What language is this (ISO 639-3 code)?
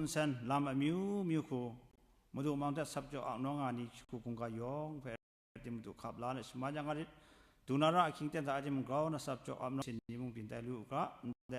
kac